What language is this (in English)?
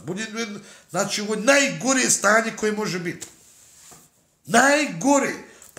Bosnian